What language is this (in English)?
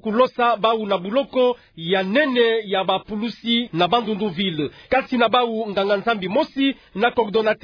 Kituba (Democratic Republic of Congo)